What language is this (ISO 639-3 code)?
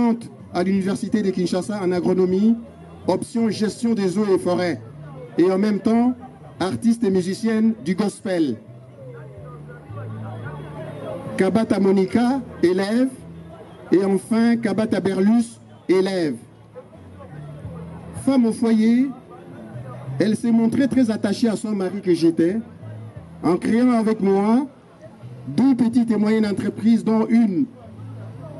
fra